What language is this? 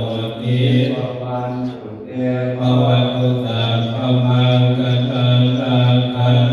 Pali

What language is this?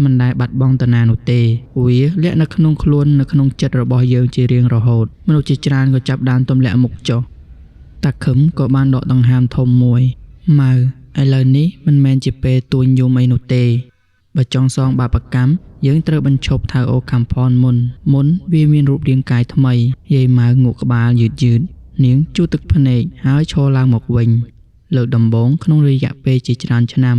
Khmer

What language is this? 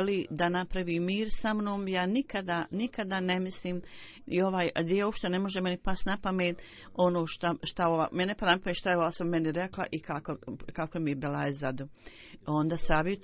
Bosnian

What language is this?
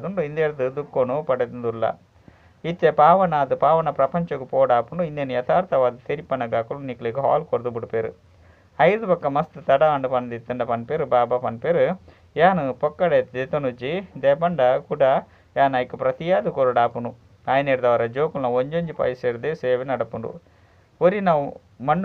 Tulu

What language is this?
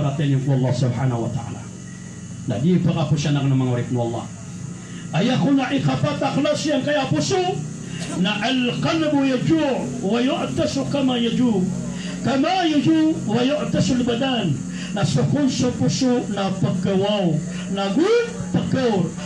Maranao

